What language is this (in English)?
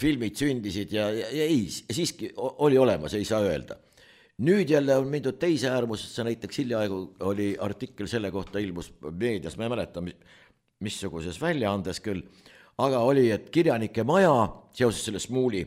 Estonian